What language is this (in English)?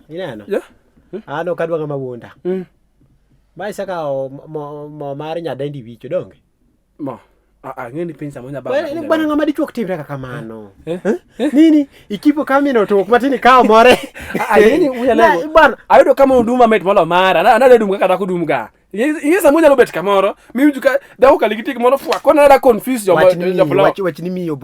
Luo (Kenya and Tanzania)